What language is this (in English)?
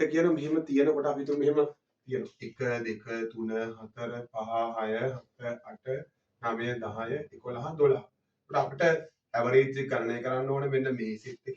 Sinhala